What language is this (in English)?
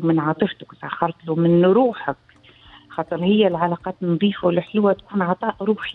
Tunisian Arabic